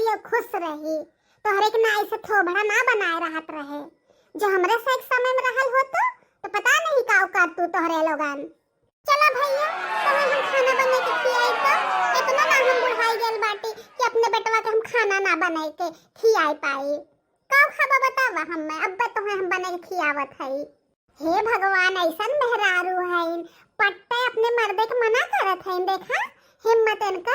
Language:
Bhojpuri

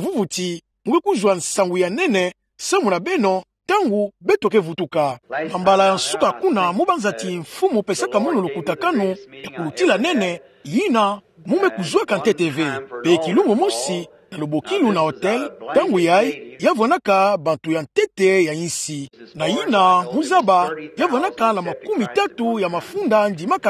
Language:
Kituba (Democratic Republic of Congo)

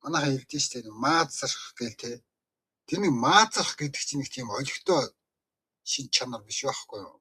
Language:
Mongolian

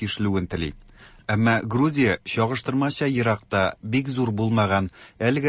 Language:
Tatar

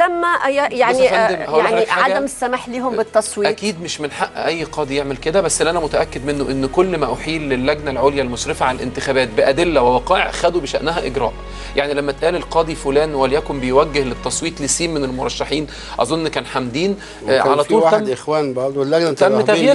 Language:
Egyptian Arabic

